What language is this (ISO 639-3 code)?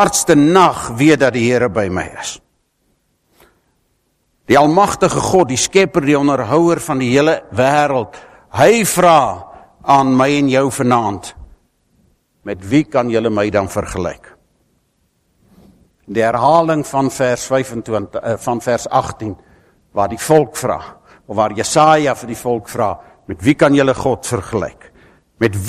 afr